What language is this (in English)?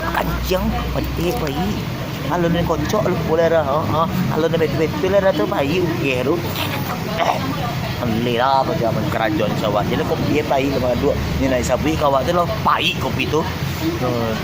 Minangkabau